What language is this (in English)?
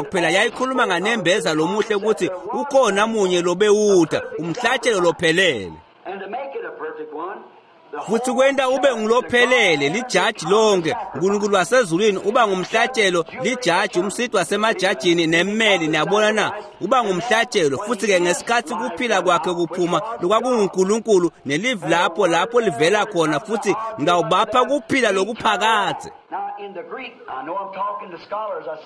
Swati